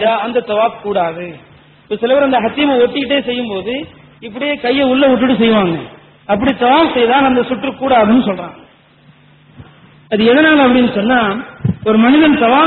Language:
Tamil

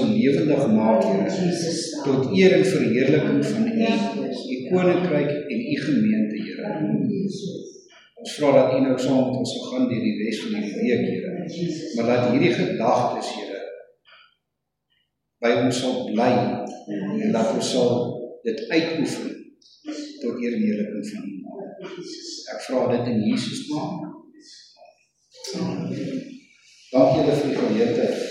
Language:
Afrikaans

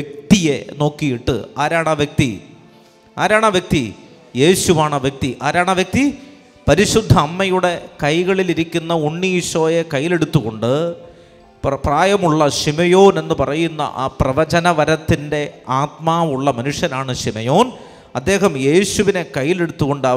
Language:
Malayalam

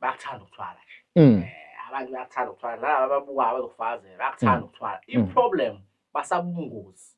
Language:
Zulu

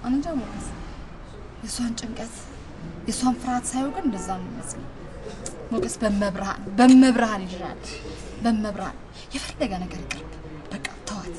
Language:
Amharic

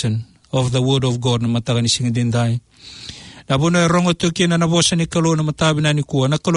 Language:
Fijian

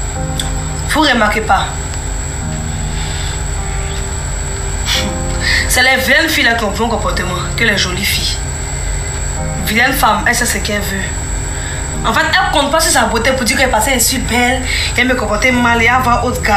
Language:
French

